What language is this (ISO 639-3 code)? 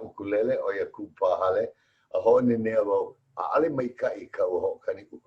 haw